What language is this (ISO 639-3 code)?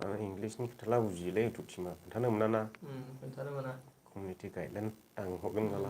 brx